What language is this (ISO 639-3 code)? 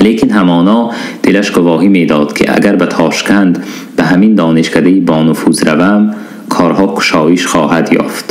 tgk